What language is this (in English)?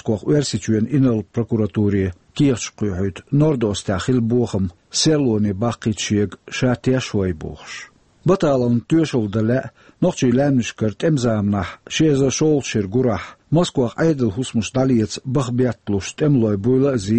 Chechen